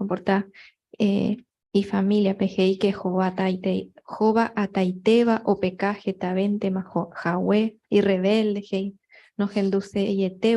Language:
Guarani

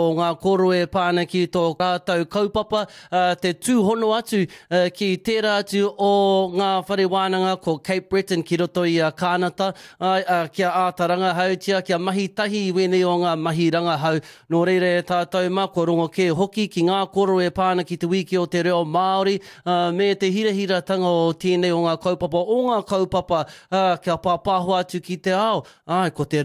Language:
Māori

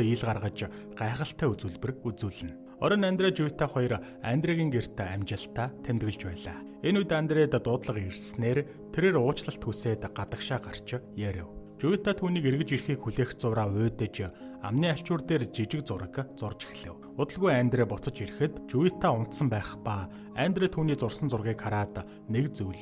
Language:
Mongolian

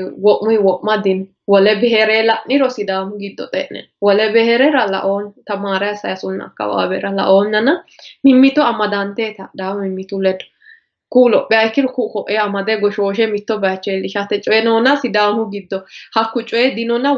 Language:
Sidamo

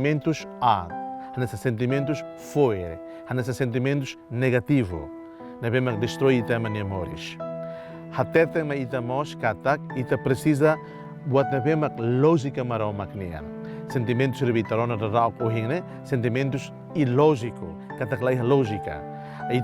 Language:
Tetum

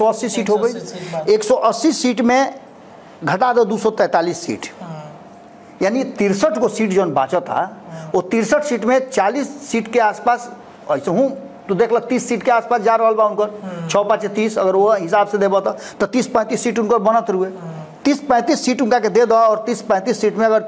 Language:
Bhojpuri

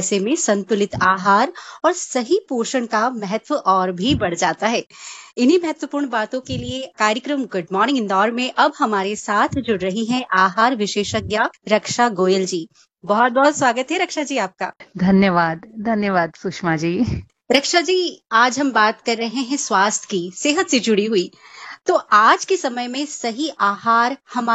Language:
Hindi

